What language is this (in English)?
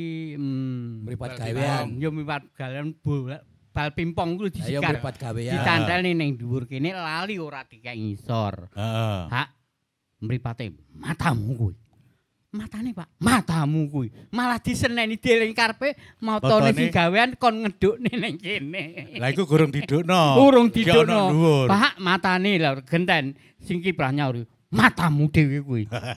Javanese